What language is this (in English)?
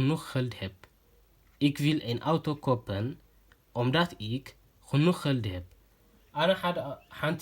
Tigrinya